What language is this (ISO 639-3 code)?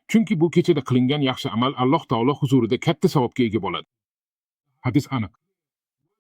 uzb